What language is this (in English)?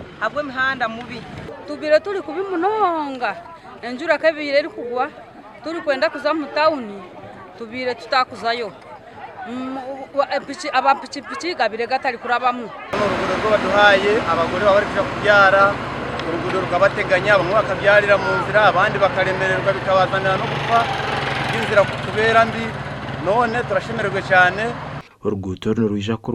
Nyankole